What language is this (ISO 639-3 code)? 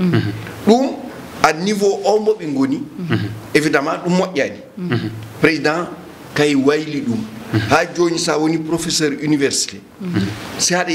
ful